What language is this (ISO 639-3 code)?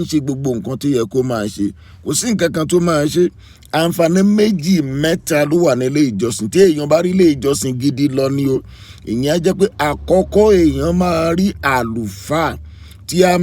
yor